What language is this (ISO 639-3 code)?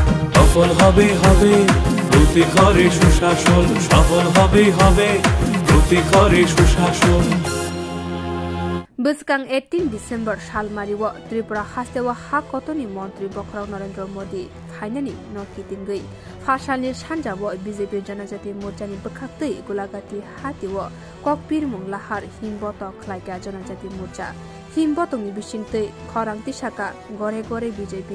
trp